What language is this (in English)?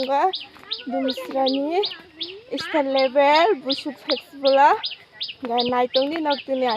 Kok Borok